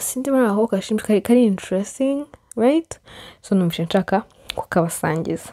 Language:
Kinyarwanda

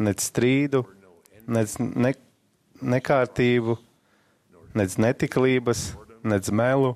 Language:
Latvian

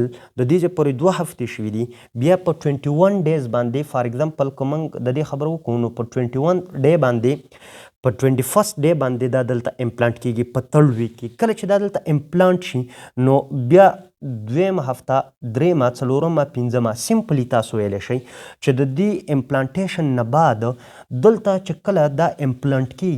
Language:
Pashto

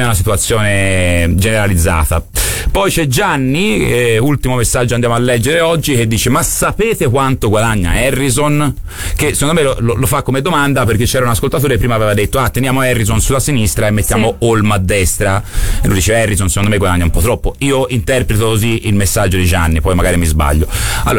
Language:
Italian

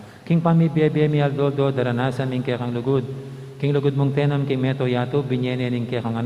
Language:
Pampanga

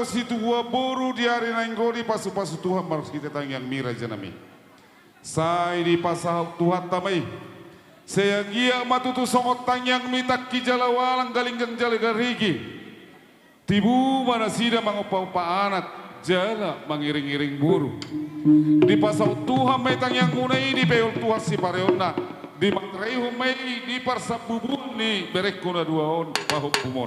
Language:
Batak Toba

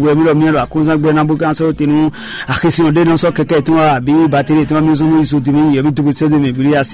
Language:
Fon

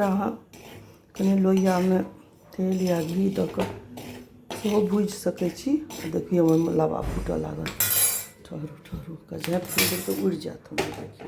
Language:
Maithili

